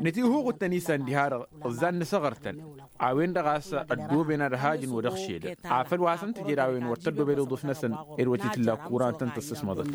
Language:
Tamasheq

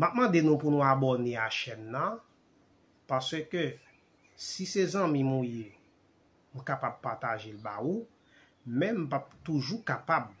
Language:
Haitian Creole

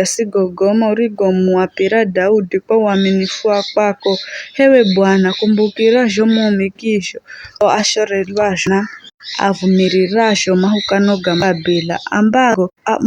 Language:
Giryama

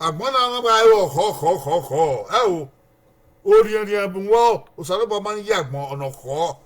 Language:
Bini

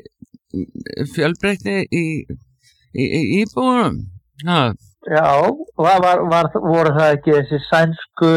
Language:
Icelandic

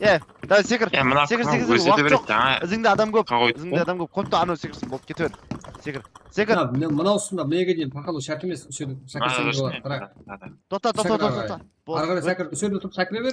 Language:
Kara-Kalpak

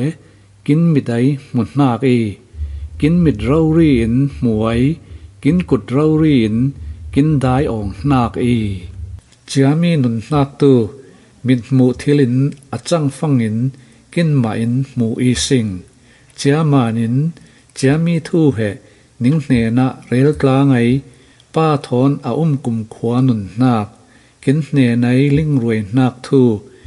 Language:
Falam Chin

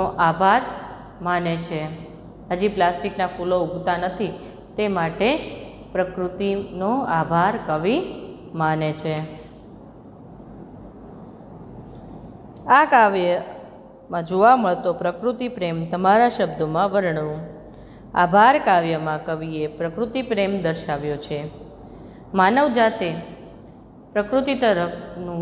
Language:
Gujarati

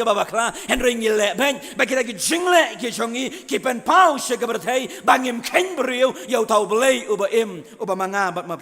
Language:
Khasi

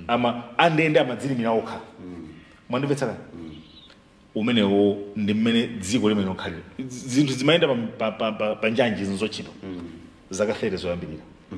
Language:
Nyanja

